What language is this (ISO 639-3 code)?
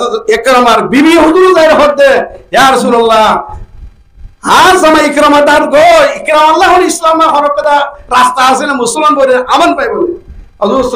rhg